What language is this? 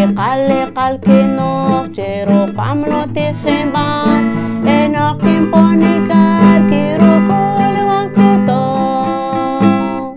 Poqomchi'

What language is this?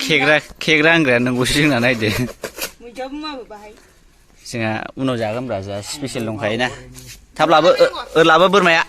Bodo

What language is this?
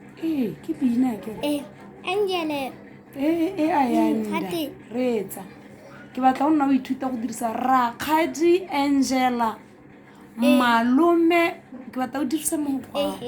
Tswana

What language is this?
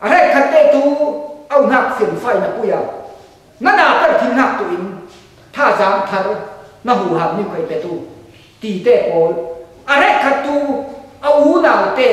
Falam Chin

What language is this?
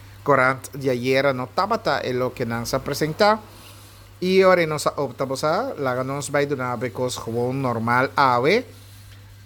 Papiamento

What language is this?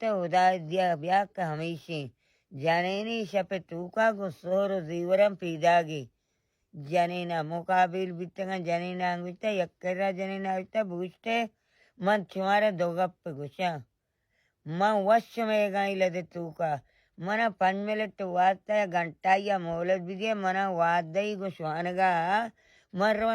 Baluchi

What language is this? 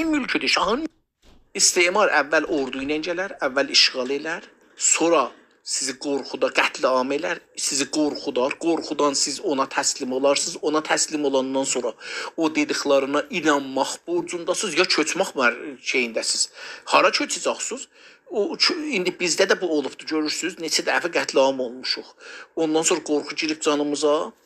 South Azerbaijani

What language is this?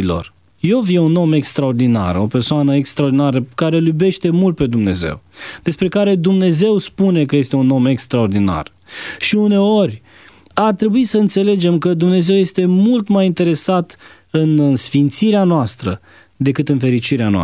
Romanian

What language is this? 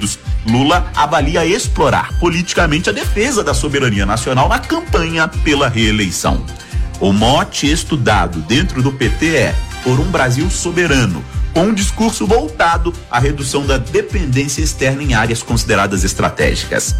Portuguese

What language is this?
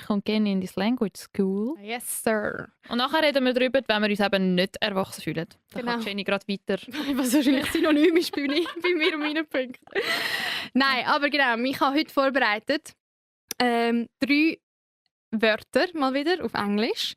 Swiss German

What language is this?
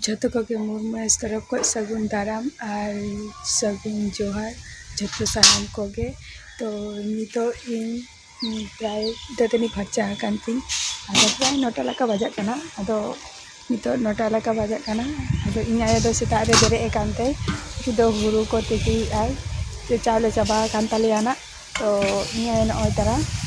Santali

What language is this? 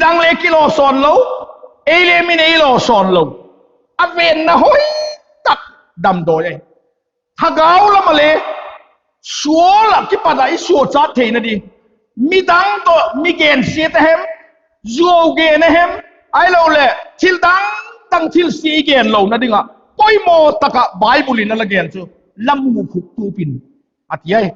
Vaiphei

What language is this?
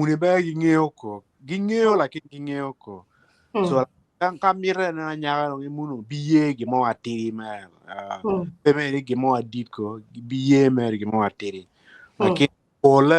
Acoli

